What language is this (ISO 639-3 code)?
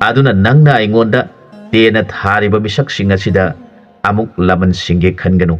mni